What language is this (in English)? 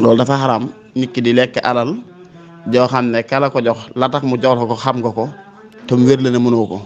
Wolof